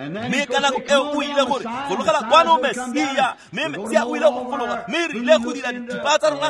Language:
Tswana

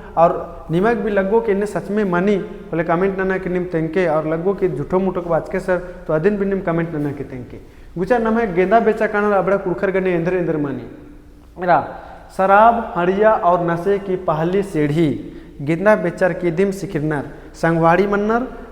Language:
Kurukh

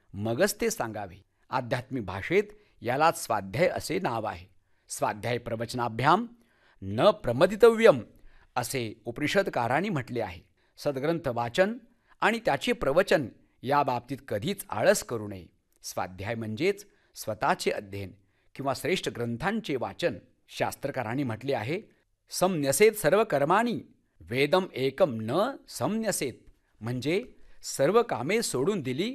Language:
Marathi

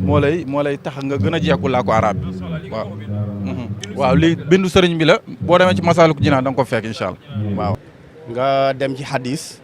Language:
Wolof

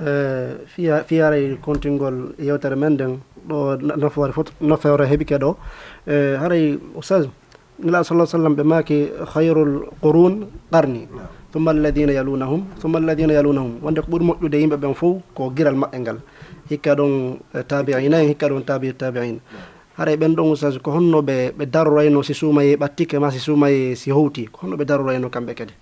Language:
Fula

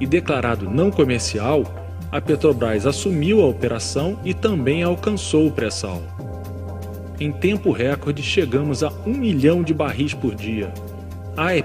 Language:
Portuguese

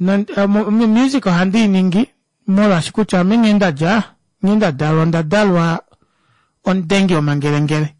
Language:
Kuanyama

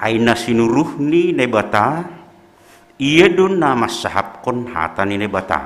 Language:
Batak Simalungun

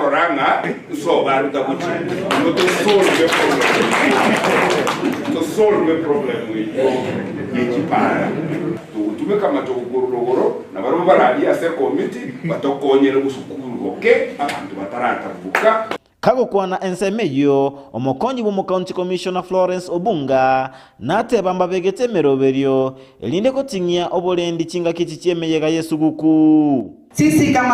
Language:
Gusii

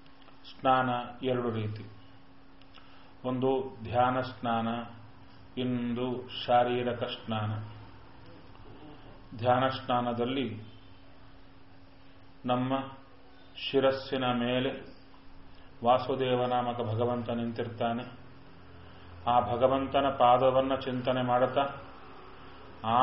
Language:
Kannada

